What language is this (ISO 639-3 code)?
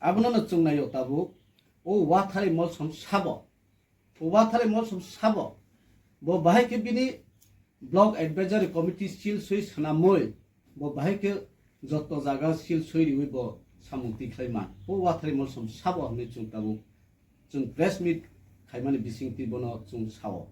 trp